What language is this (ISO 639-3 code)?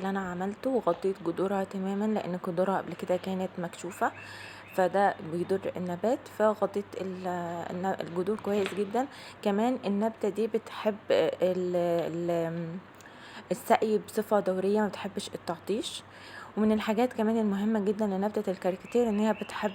arz